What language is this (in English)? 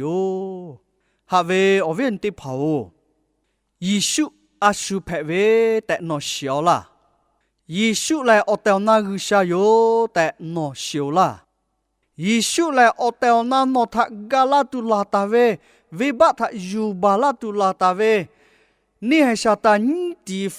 Lahu